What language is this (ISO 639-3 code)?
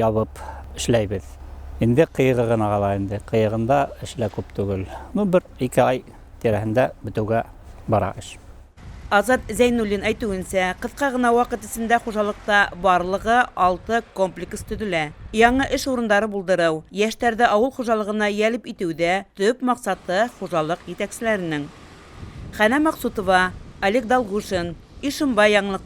bak